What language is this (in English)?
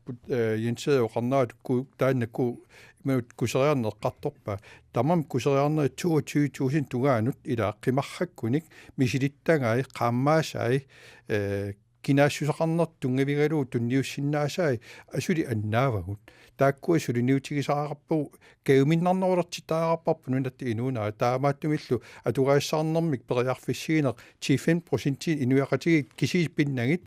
Kalaallisut